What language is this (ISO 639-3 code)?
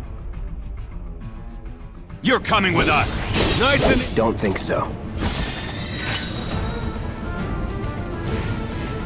eng